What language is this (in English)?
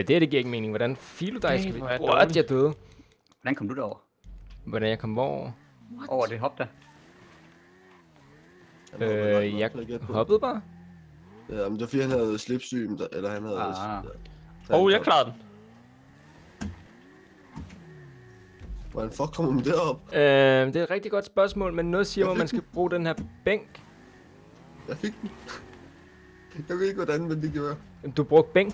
Danish